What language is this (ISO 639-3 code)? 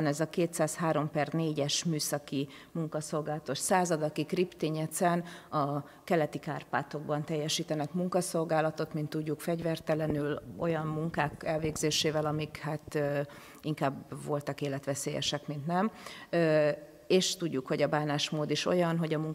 hun